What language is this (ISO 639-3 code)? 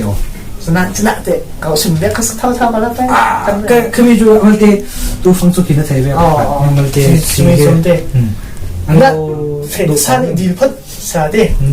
cfm